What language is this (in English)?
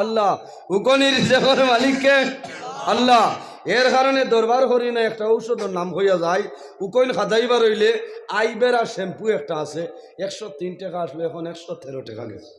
Sylheti